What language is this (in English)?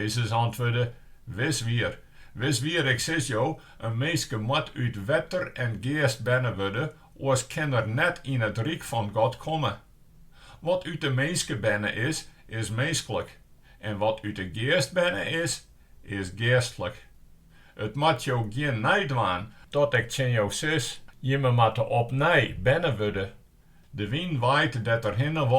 Western Frisian